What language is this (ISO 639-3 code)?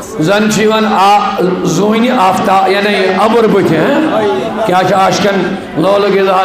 kas